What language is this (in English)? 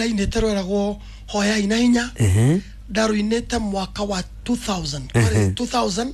Kikuyu